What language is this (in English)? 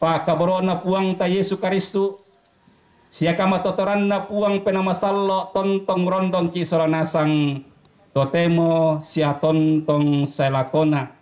Toraja-Sa'dan